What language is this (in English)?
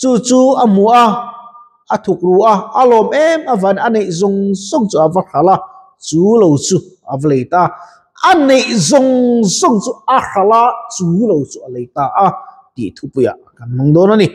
Mizo